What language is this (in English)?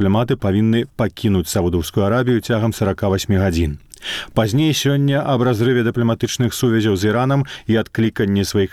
Belarusian